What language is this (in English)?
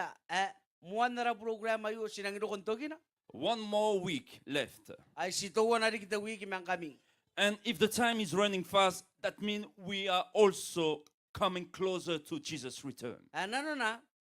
Gilbertese